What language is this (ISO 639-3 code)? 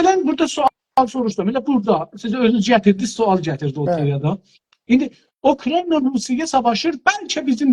azb